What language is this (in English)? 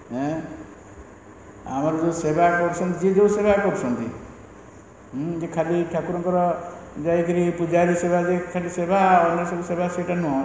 Odia